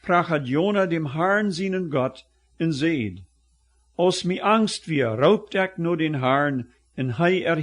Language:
Plautdietsch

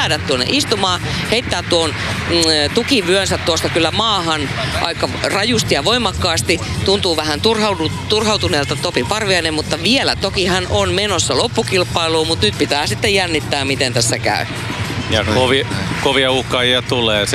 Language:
Finnish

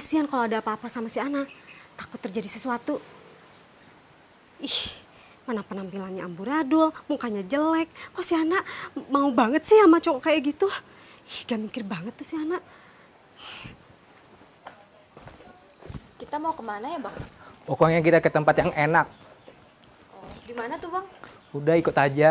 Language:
Indonesian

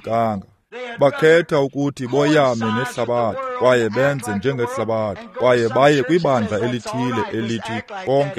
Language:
Xhosa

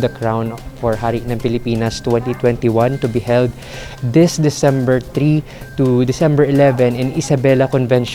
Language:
Hiligaynon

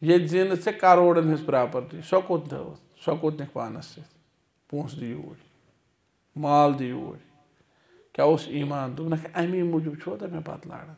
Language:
Kashmiri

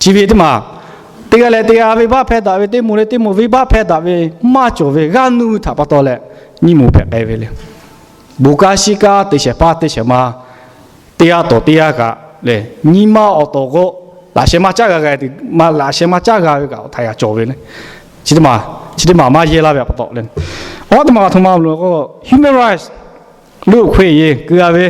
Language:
Lahu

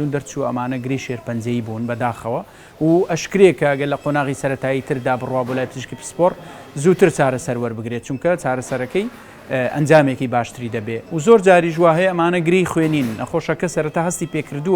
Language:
Central Kurdish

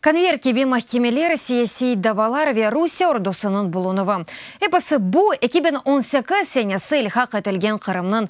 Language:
Crimean Tatar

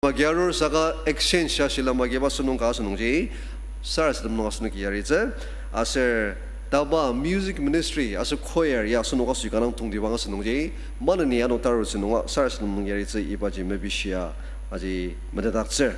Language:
Ao Naga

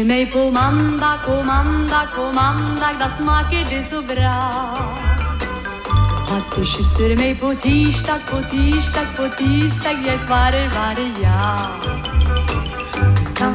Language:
Norwegian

